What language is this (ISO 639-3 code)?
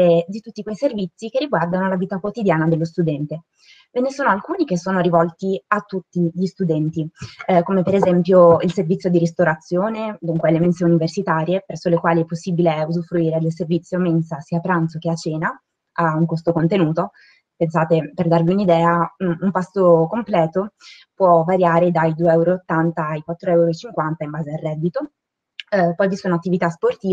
ita